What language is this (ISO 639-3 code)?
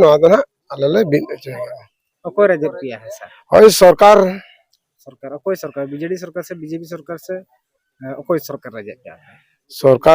sat